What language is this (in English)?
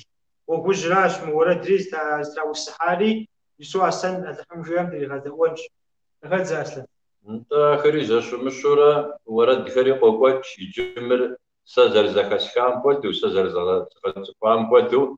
Kabardian